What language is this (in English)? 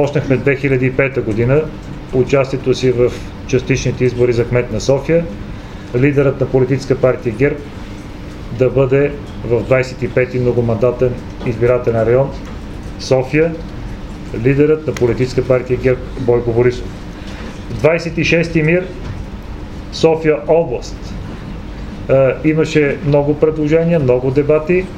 Bulgarian